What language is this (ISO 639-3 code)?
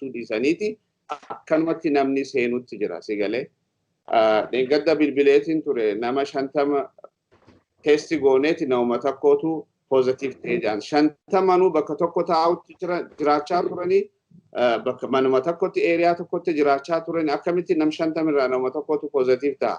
orm